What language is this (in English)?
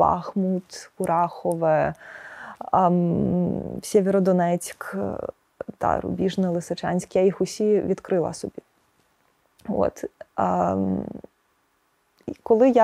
Ukrainian